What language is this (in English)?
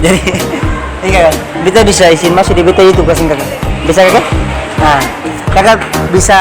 Ambonese Malay